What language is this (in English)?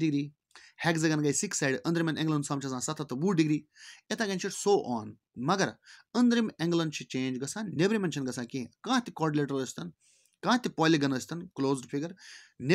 Kashmiri